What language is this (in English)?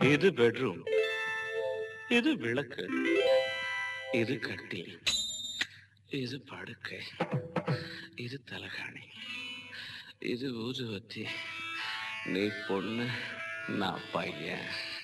Tamil